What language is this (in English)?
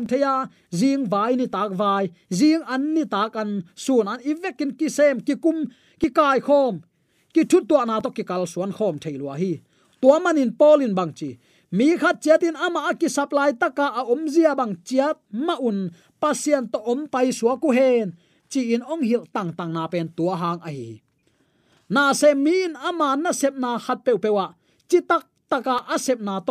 Tedim Chin